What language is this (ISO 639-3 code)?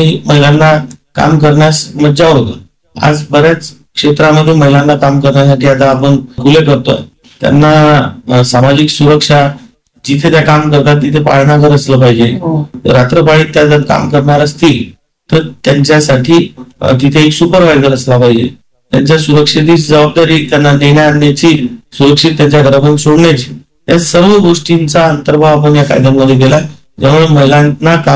mar